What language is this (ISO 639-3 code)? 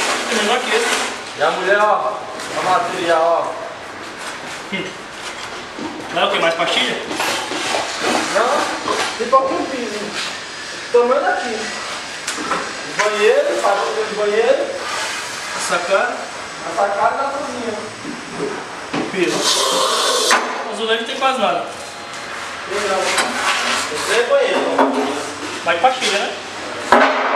por